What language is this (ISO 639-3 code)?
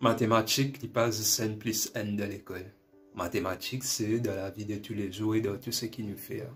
mfe